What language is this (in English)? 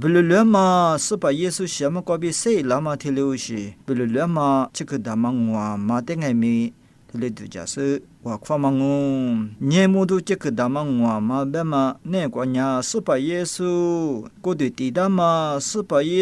Lisu